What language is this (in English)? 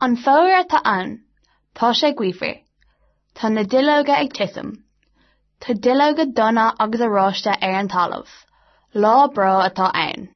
Irish